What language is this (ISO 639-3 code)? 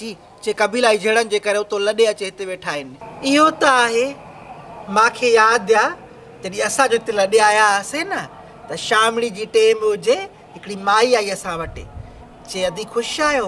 snd